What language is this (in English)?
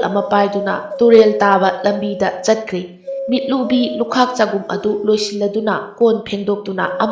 Manipuri